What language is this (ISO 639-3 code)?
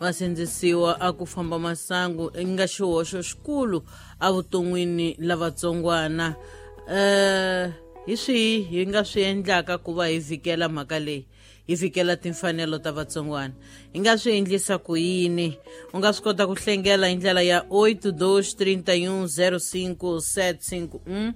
tso